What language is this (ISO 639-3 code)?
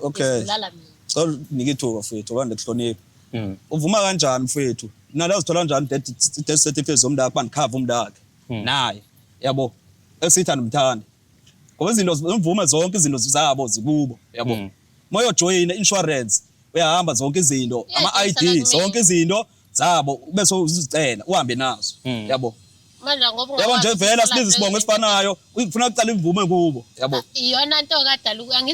zul